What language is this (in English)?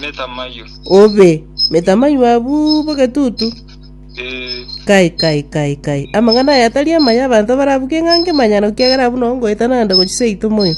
Gusii